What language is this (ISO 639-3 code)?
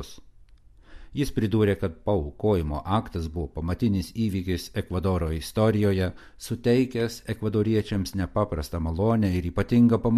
lit